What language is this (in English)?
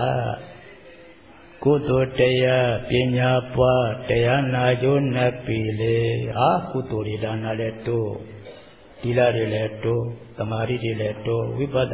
Burmese